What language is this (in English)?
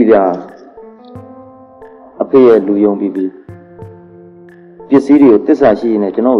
Burmese